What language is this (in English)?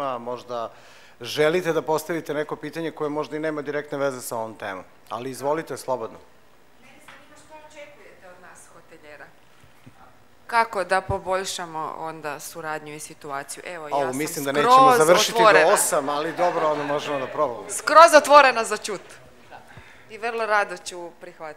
Serbian